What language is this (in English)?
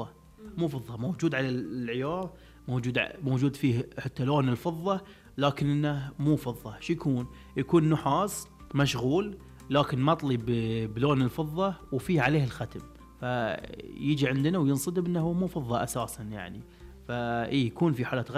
Najdi Arabic